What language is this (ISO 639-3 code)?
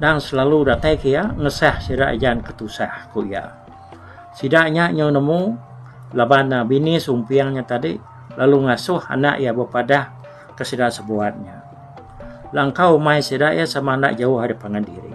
iba